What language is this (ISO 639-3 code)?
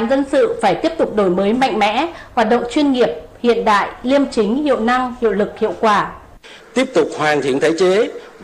vie